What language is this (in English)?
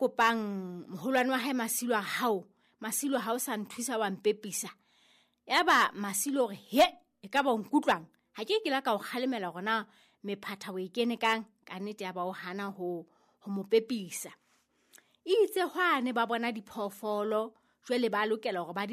Southern Sotho